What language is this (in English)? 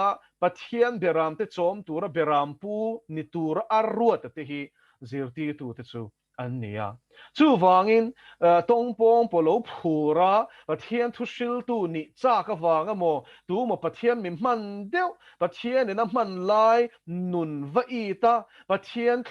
Mizo